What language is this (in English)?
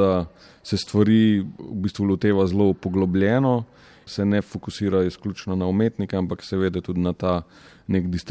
Slovenian